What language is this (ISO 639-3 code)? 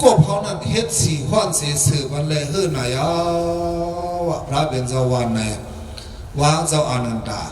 shn